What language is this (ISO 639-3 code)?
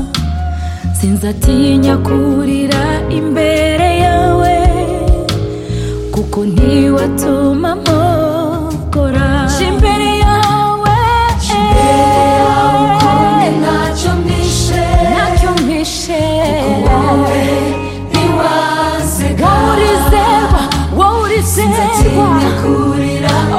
kin